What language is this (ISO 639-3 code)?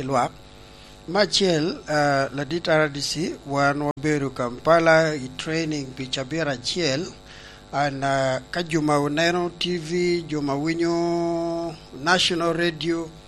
laj